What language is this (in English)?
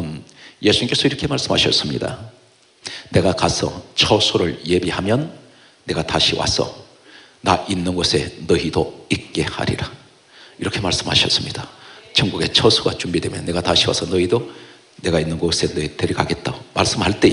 Korean